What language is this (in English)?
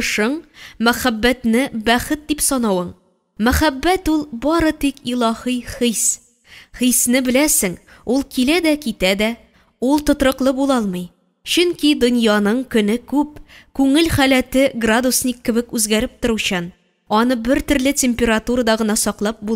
Tatar